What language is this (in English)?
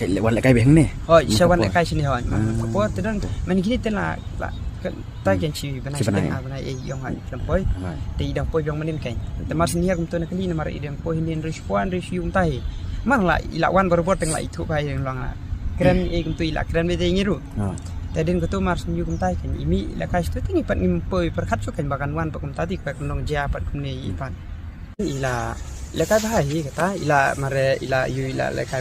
Khasi